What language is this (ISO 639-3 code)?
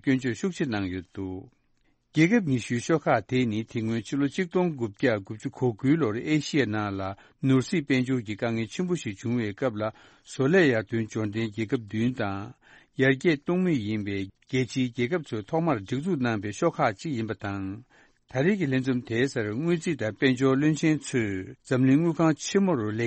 bod